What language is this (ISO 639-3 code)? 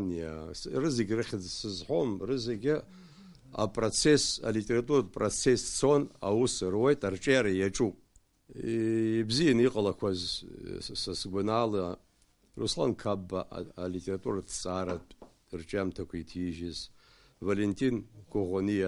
abk